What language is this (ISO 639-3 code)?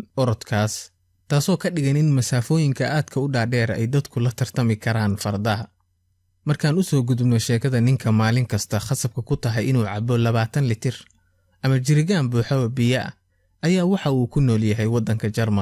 som